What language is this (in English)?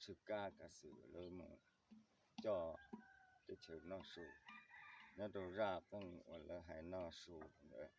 Hmong